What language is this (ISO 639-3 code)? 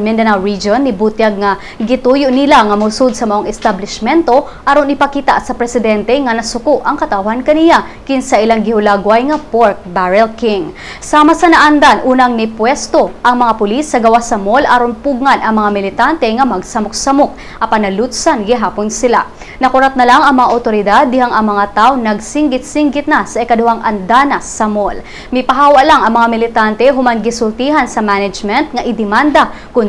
ceb